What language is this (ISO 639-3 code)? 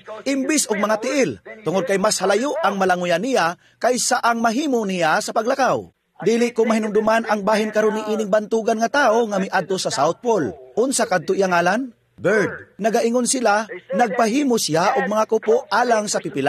ceb